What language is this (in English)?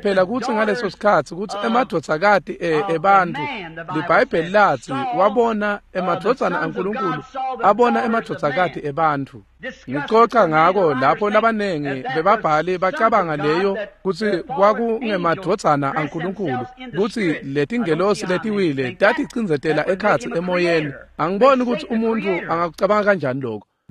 Swati